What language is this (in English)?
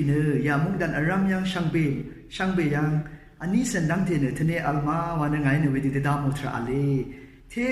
Rawang